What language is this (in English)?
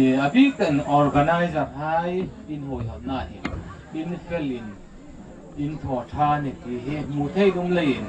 Hmar